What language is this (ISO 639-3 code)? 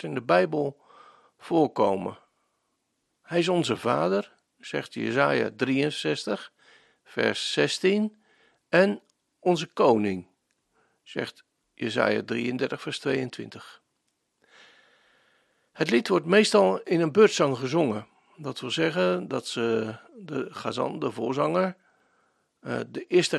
nld